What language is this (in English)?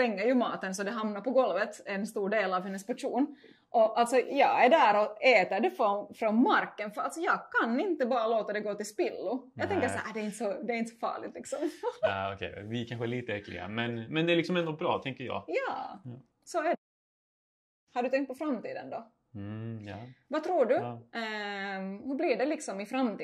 Swedish